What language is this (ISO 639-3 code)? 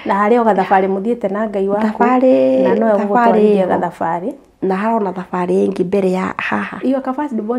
kik